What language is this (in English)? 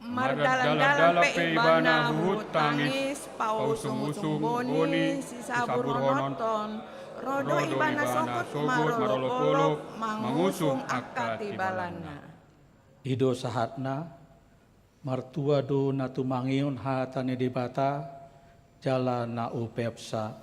Batak Toba